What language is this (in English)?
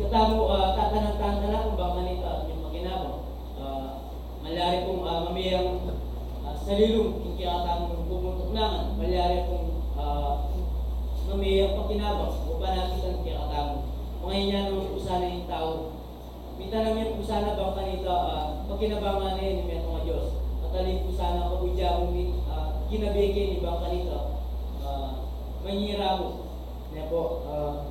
Pampanga